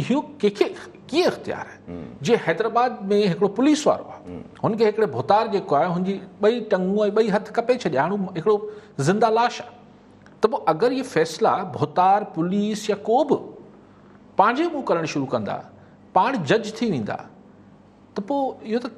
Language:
Sindhi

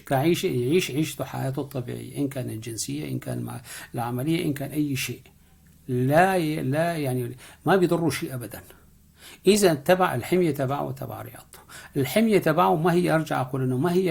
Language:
North Levantine Arabic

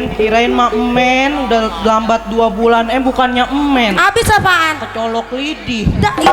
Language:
Betawi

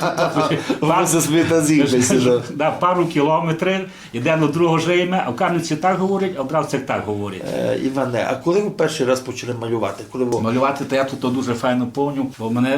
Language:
Rusyn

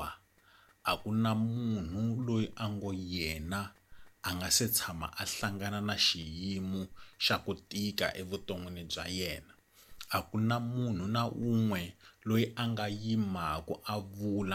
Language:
Tsonga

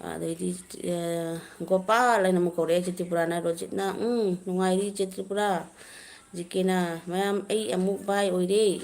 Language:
Manipuri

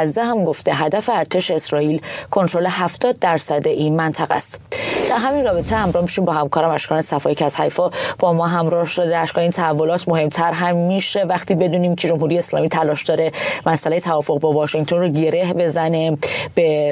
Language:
Persian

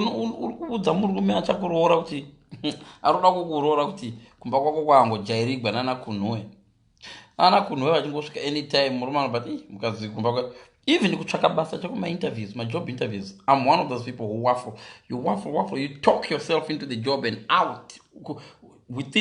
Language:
Shona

